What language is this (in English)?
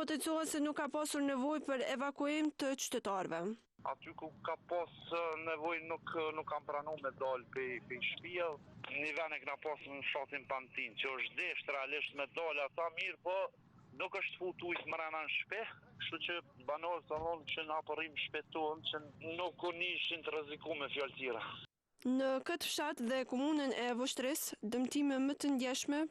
Albanian